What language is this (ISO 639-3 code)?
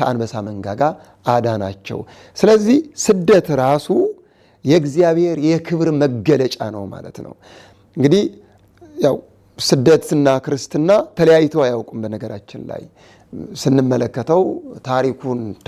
amh